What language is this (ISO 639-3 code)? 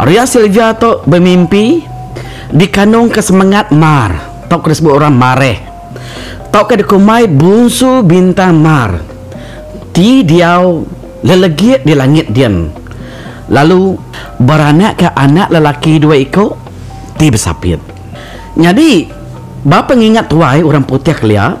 iba